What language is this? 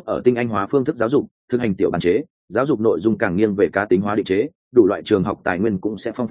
Vietnamese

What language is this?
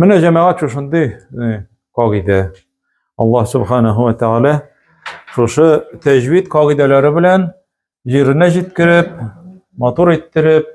Tatar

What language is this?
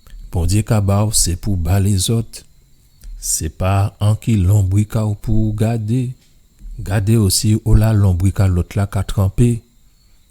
Guadeloupean Creole French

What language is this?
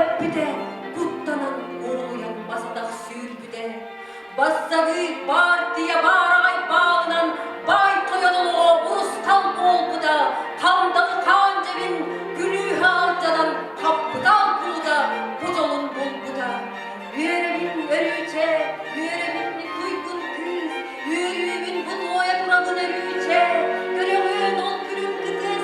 Yakut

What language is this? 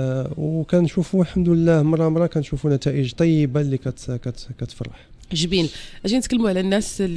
Moroccan Arabic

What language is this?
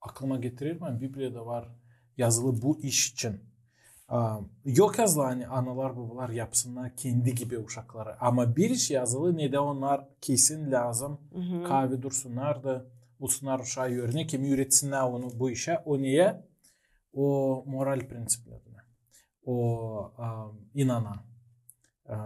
Gagauz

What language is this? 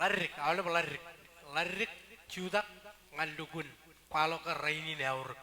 Marshallese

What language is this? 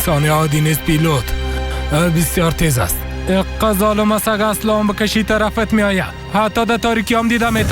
Persian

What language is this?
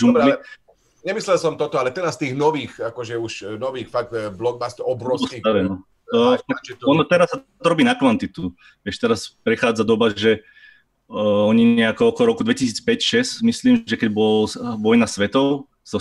Slovak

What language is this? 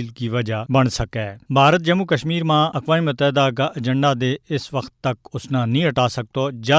Gujari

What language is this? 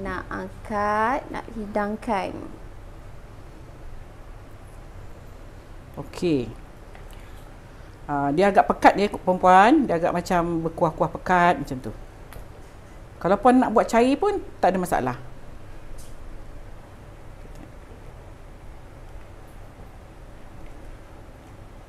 Malay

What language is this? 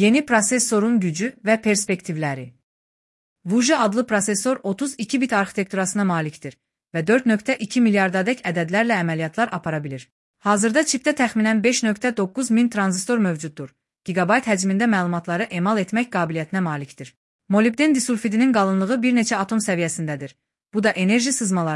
Azerbaijani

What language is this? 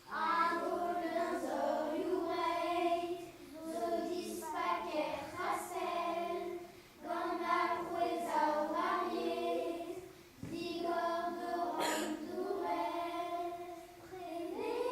Breton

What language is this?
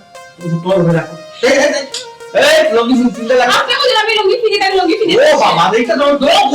Sylheti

